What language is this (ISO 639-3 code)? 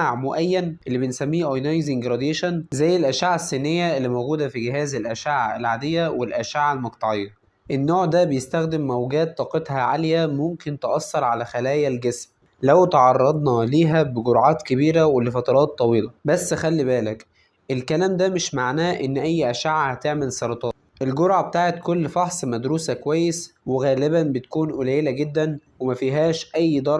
arz